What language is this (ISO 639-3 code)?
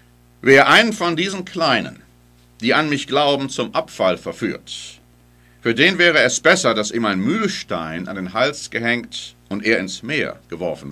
deu